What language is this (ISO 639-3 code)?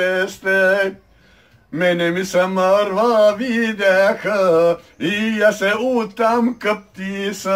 bos